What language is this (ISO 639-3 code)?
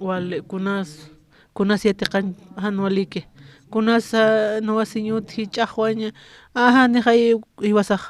aym